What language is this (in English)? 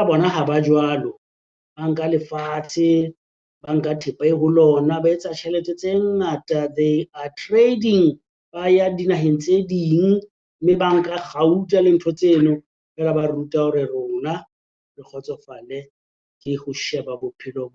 Southern Sotho